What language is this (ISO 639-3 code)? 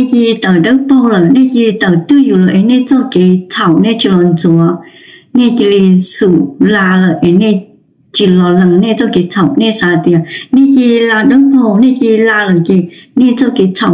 hmn